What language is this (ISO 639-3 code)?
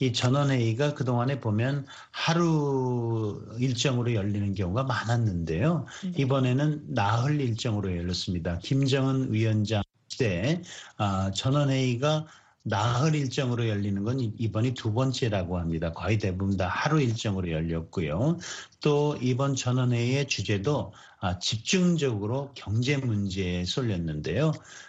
kor